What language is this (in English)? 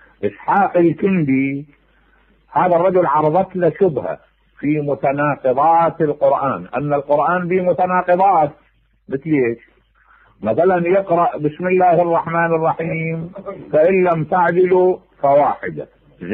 Mesopotamian Arabic